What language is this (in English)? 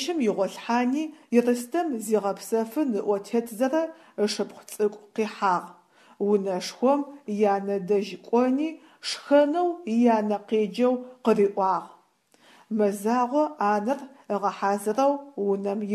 Adyghe